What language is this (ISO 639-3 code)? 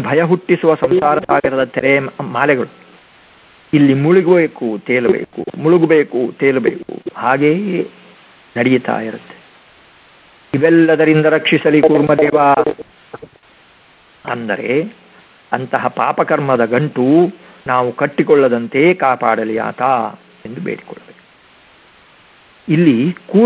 kan